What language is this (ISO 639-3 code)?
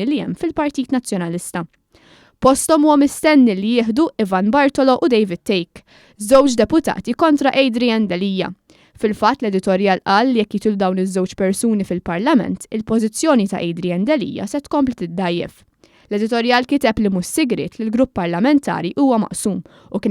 mlt